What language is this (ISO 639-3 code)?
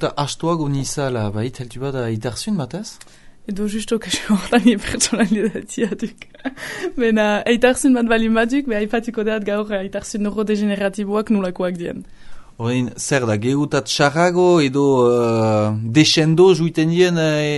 eus